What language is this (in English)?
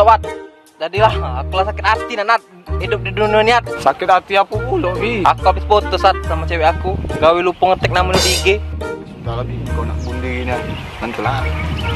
Musi